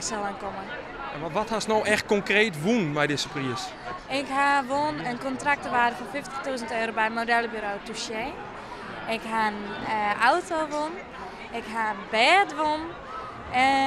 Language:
Western Frisian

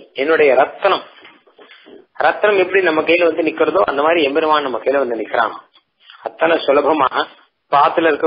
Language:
Tamil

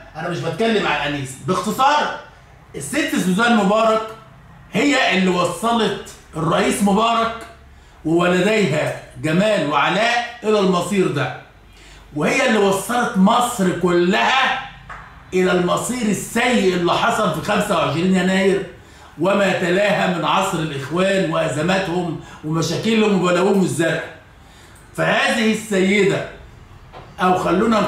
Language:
Egyptian Arabic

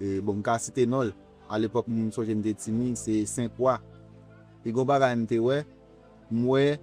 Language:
Haitian Creole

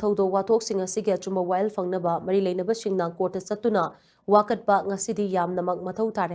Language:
Manipuri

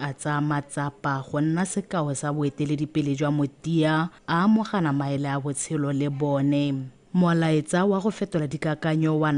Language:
Tswana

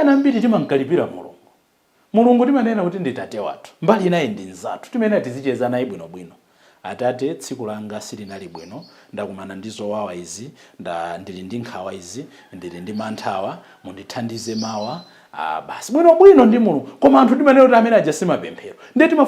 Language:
Nyanja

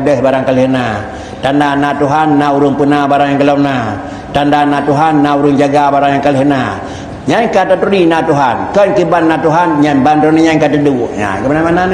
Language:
Achinese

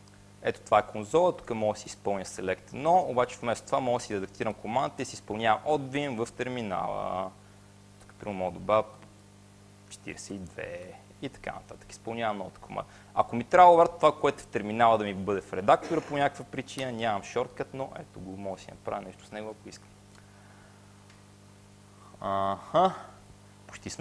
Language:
Bulgarian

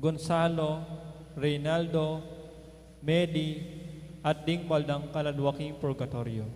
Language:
Pampanga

